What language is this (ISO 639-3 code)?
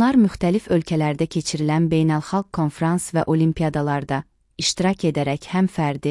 aze